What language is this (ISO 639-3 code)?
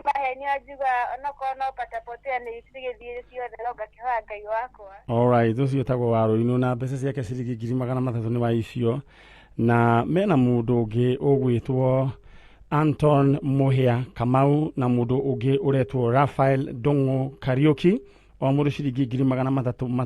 kik